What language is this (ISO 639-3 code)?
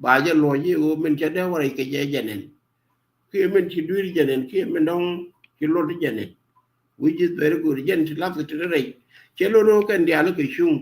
nus